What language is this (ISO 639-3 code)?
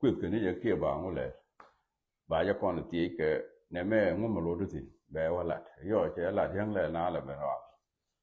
nus